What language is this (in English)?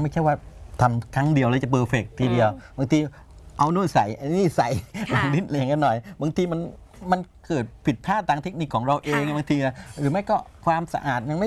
Thai